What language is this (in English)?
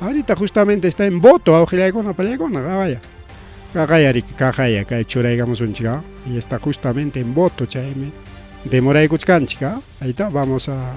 Ayacucho Quechua